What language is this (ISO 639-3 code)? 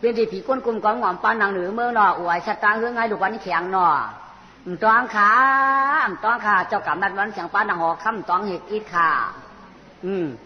shn